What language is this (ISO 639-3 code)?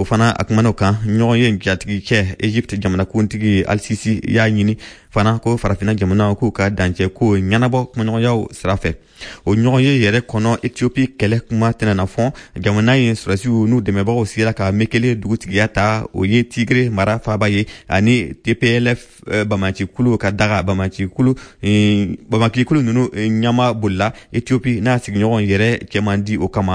bam